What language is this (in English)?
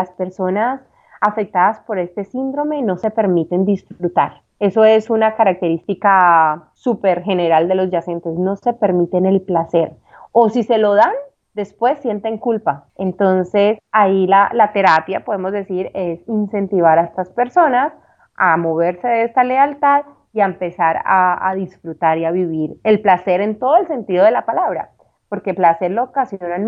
Spanish